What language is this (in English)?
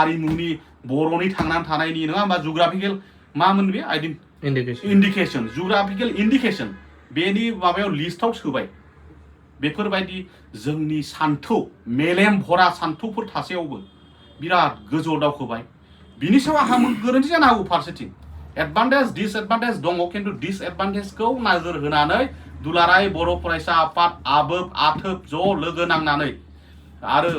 Bodo